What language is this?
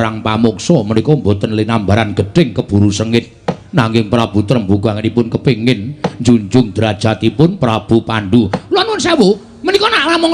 Javanese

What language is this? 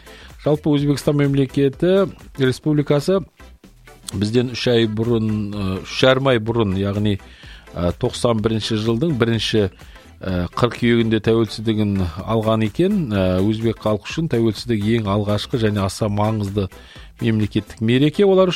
Kazakh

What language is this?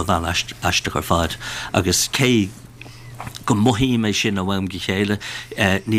Irish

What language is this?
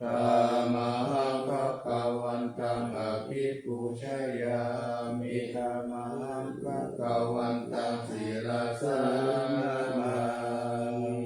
Pali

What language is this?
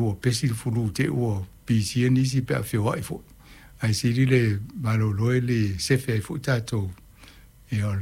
Samoan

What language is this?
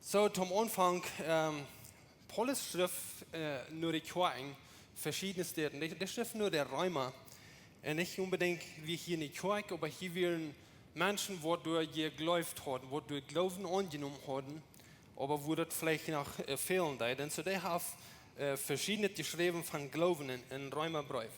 Plautdietsch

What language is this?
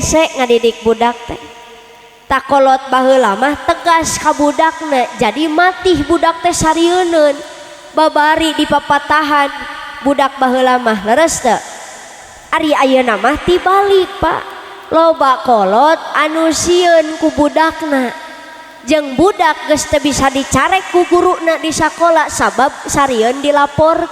Sundanese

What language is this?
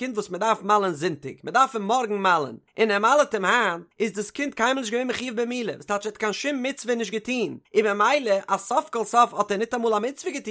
Yiddish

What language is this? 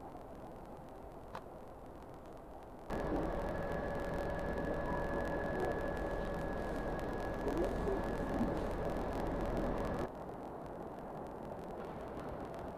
Dutch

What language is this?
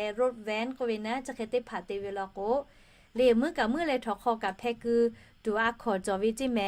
Lahu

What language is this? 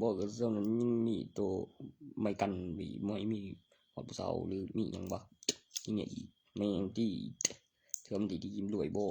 Northeastern Thai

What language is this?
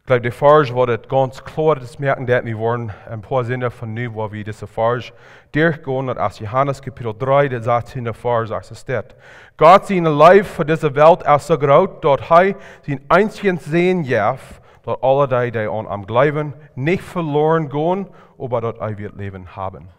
Plautdietsch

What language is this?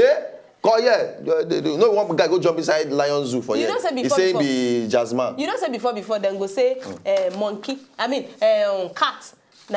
Nigerian Pidgin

